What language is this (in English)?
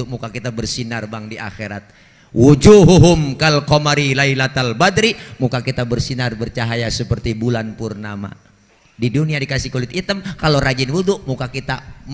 Betawi